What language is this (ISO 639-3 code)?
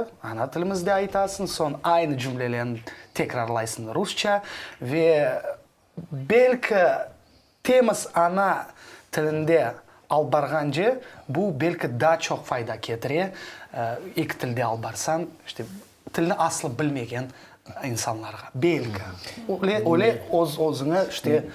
crh